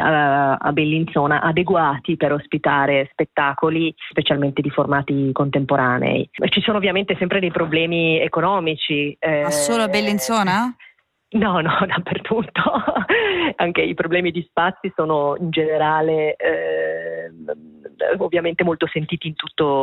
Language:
Italian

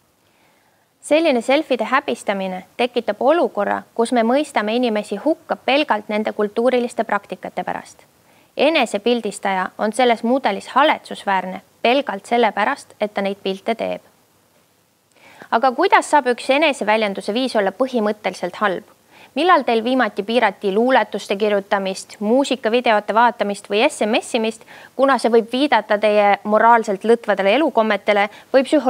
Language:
Estonian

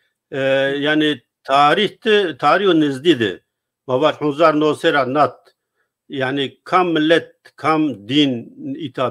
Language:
Zaza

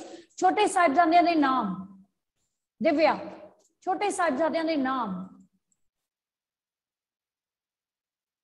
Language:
Punjabi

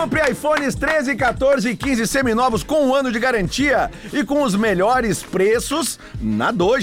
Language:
Portuguese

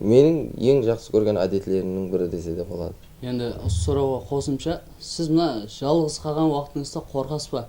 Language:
Kara-Kalpak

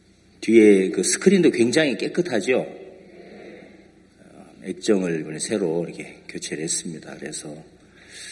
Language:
Korean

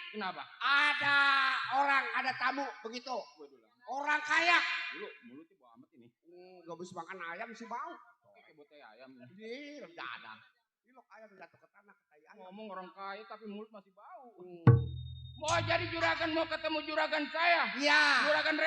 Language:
Betawi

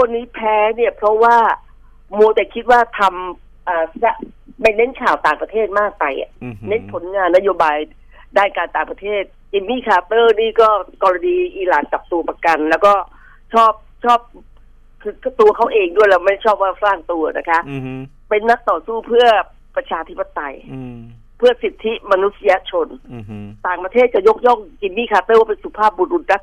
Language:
Thai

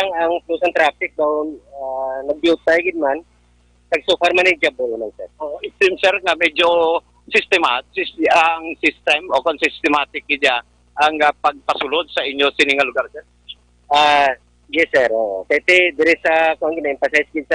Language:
Hiligaynon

